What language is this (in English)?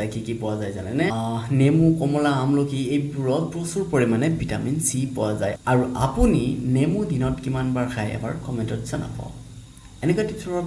Assamese